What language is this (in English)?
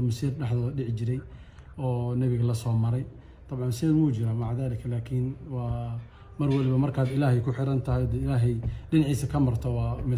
Somali